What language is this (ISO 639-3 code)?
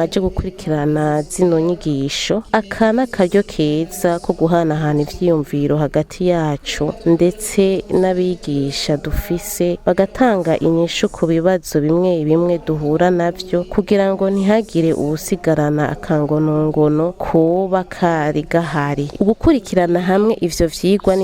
run